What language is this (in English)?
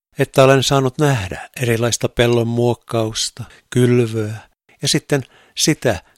Finnish